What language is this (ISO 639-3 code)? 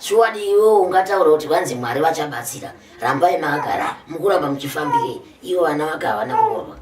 sna